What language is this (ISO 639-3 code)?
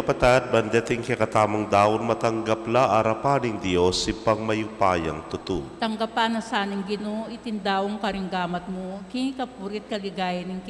pam